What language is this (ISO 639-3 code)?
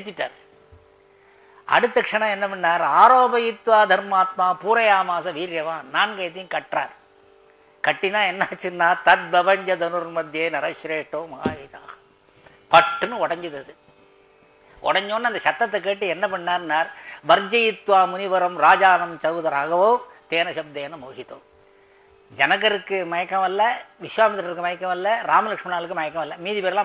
tam